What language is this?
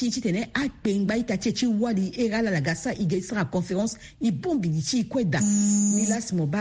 Sango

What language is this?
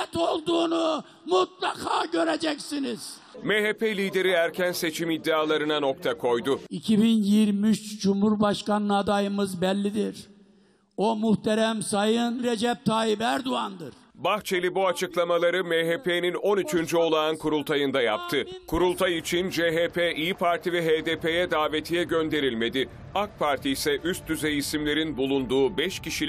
Turkish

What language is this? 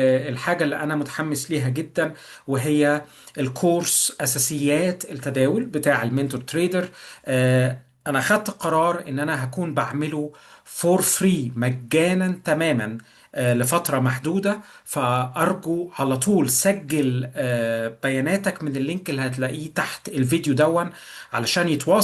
Egyptian Arabic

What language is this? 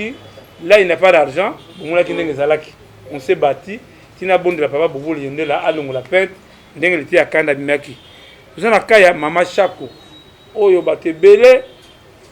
Lingala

